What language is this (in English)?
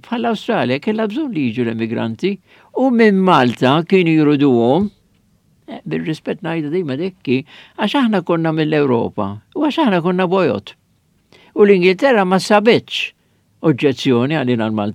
Maltese